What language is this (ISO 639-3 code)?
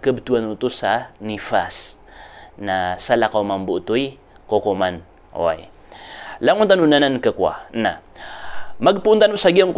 mrw